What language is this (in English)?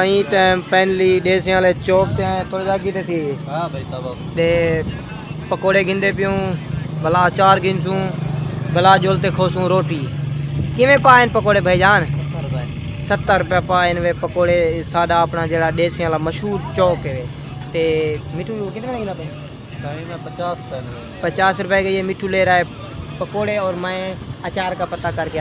Saraiki